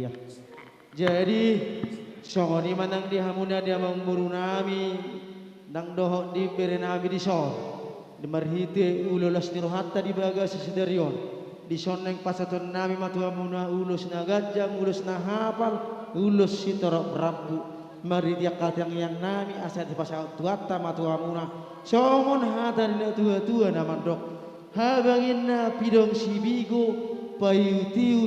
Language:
Batak Karo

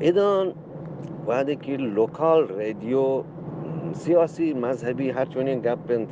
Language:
Eastern Balochi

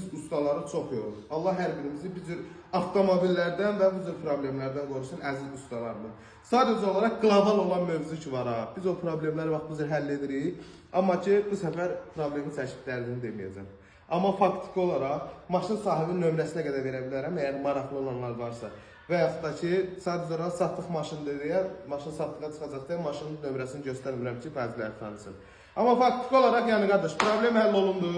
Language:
Azerbaijani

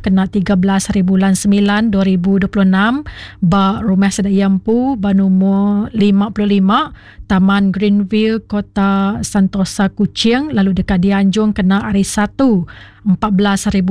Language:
Iban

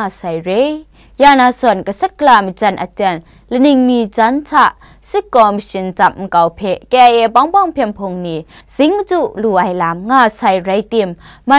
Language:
Kachin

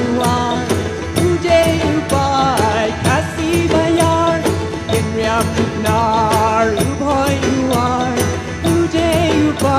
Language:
Khasi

